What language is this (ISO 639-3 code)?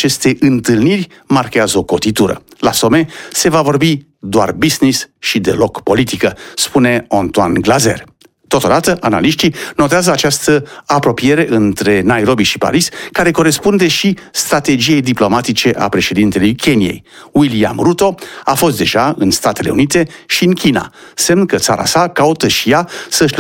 ron